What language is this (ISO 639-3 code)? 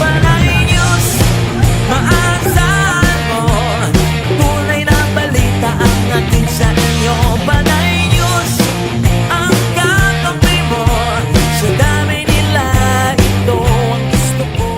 hil